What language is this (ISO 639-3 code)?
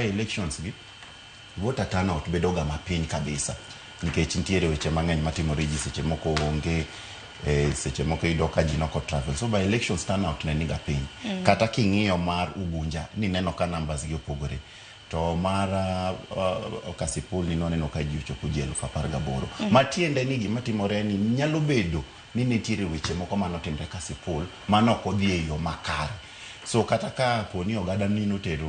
luo